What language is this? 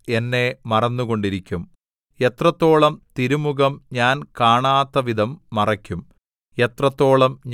Malayalam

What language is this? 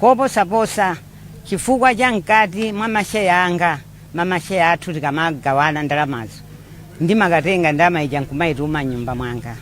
Nyanja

